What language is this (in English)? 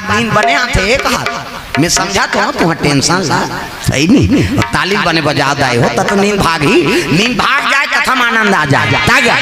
Chhattisgarhi